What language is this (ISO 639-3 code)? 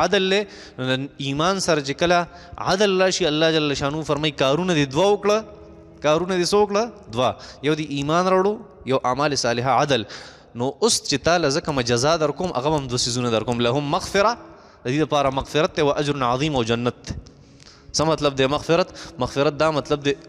pus